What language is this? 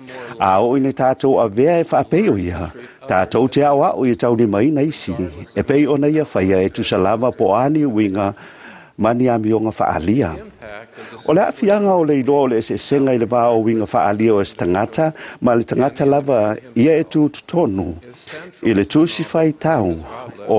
Samoan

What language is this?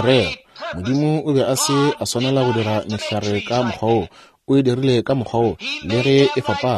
Northern Sotho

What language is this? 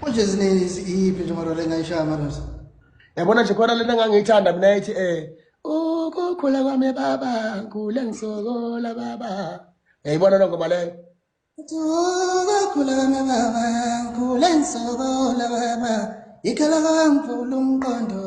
Zulu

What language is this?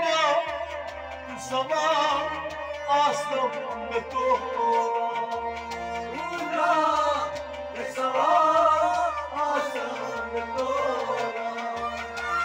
Persian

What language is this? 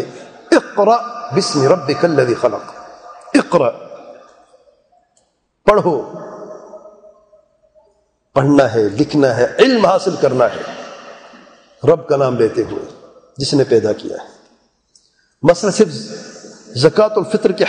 Urdu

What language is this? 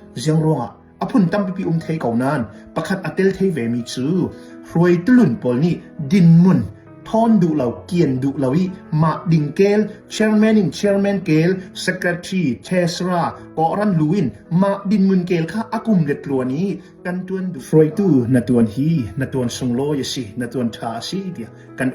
Hakha Chin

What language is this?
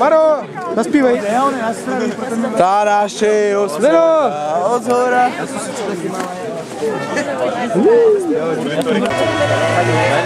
Czech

